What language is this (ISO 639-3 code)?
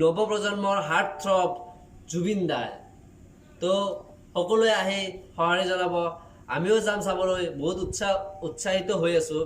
asm